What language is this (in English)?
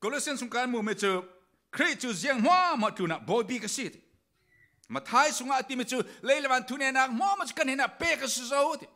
Falam Chin